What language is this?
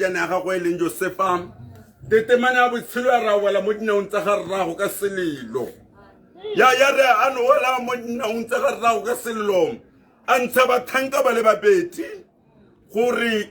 Tswana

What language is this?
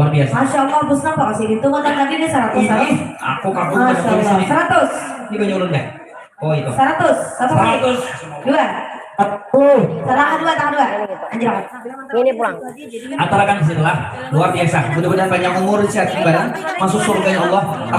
Banjar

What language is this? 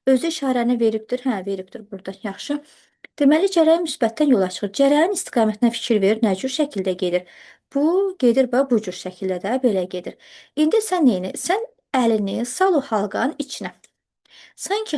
Azerbaijani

